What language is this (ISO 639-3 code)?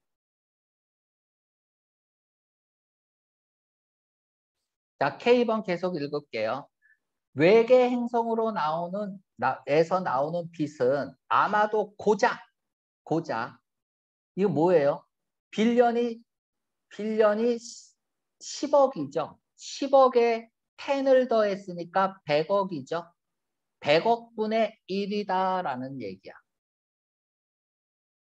kor